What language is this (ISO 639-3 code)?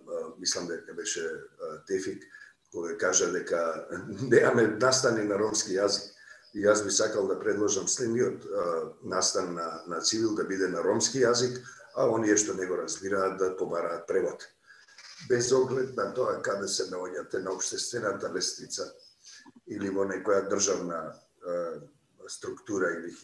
mkd